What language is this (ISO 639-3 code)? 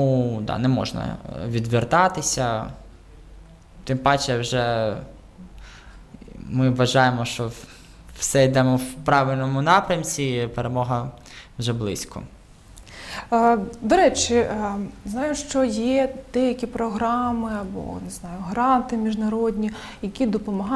ukr